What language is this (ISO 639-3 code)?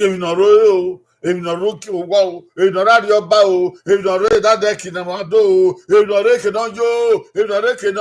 bin